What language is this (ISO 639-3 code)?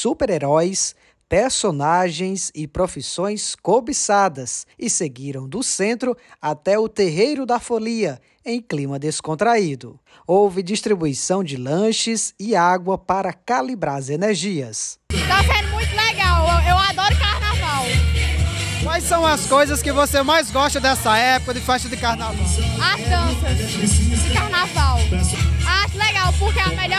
por